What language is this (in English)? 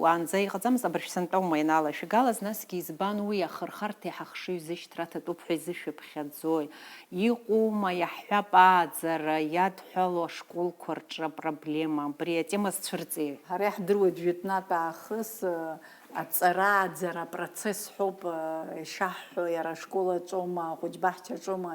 Abkhazian